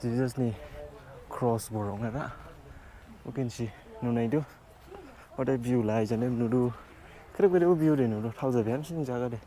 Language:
Dimasa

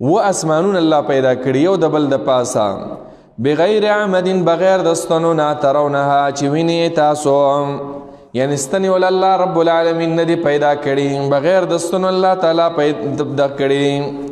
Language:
Pashto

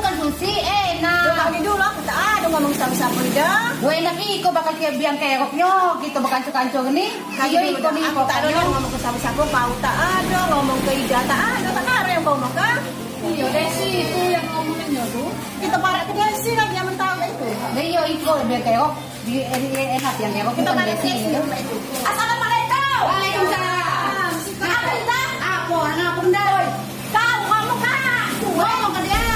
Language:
Musi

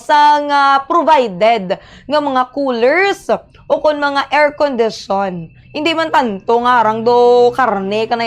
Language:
Hiligaynon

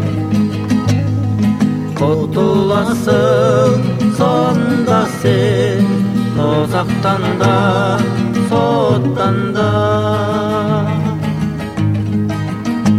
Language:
Kazakh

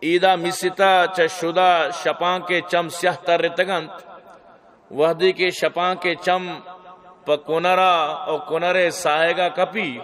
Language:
Baluchi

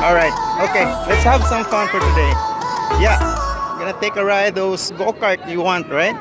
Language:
Cebuano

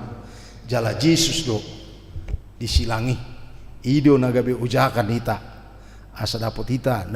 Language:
Batak Toba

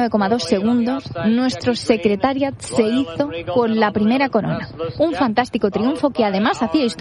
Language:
Spanish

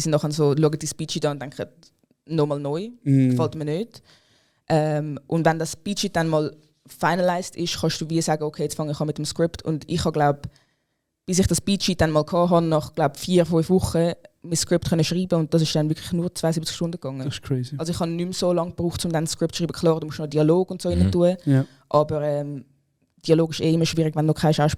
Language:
Swiss German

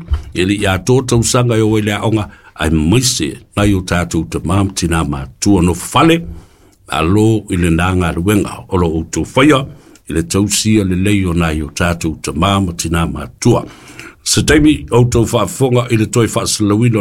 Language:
Samoan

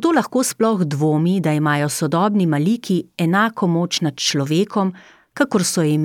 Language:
Slovenian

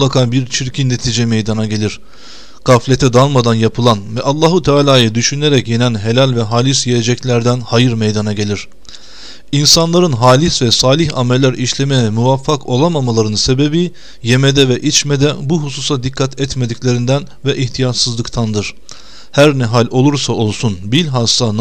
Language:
Turkish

